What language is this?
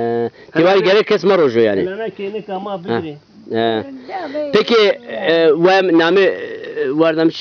Zaza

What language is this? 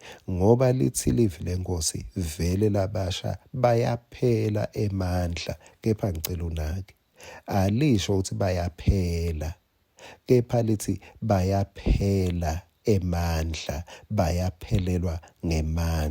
Swati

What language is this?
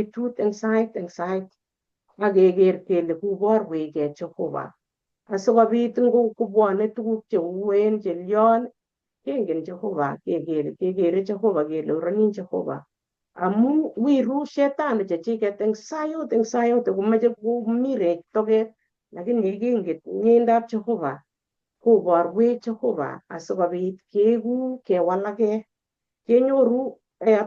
Kalenjin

